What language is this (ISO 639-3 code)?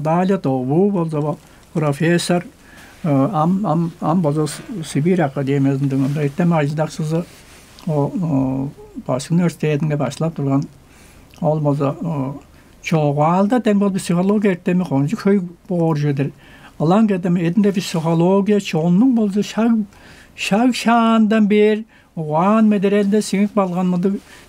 tyv